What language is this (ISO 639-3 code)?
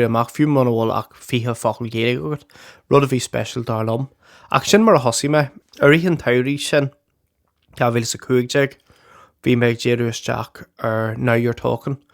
gle